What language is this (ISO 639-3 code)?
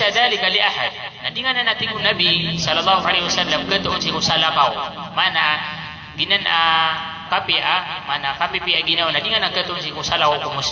mrw